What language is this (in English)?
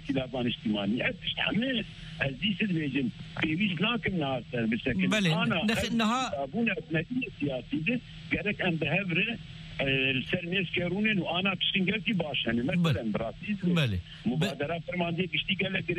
Kurdish